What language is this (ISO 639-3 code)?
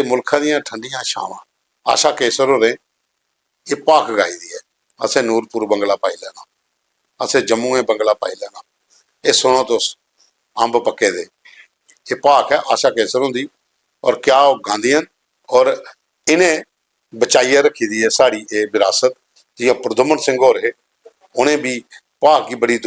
doi